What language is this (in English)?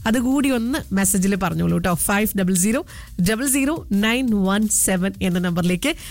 Malayalam